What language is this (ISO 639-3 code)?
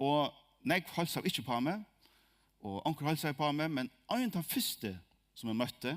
fao